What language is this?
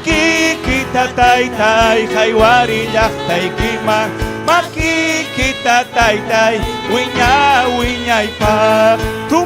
Ayacucho Quechua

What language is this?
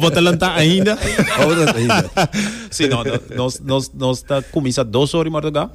Papiamento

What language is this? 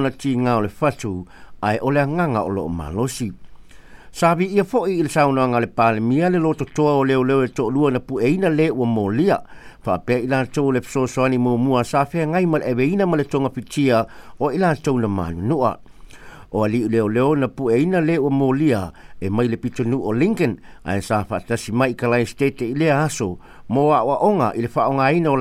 Samoan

